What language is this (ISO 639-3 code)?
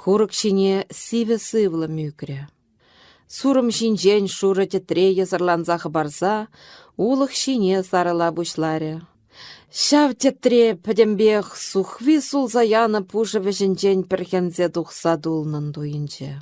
chv